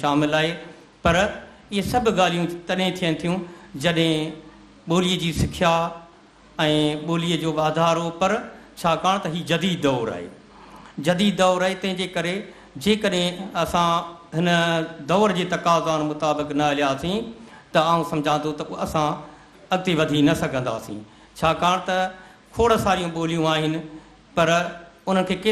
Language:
Sindhi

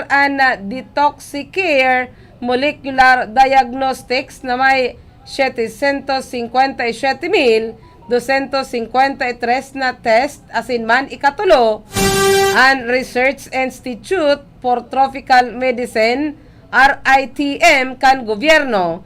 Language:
Bikol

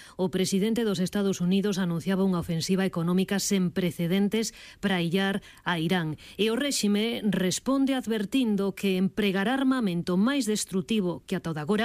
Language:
Galician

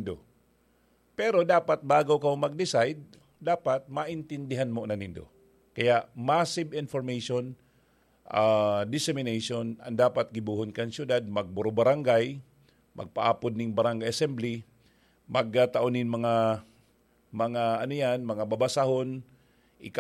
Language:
Bikol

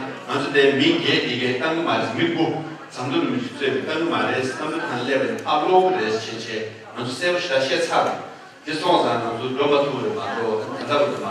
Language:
Tibetan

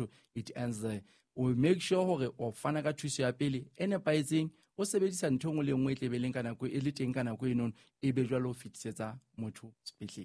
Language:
Southern Sotho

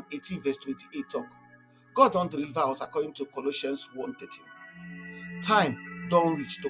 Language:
Nigerian Pidgin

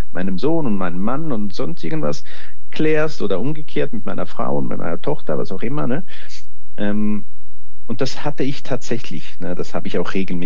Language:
German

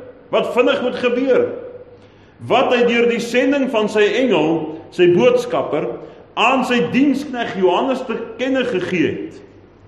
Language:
Afrikaans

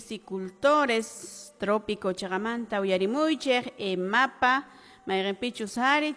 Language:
Quechua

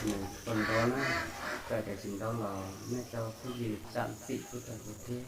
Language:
Hmong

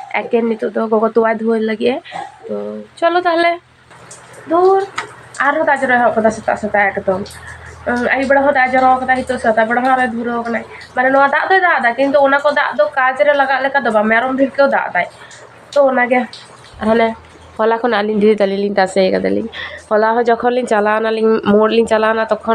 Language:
Santali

